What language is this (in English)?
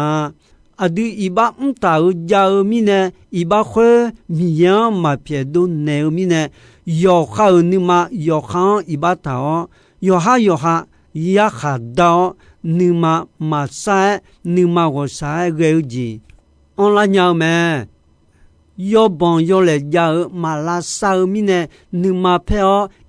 Akha